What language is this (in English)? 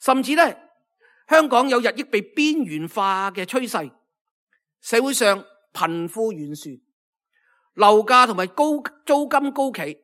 Cantonese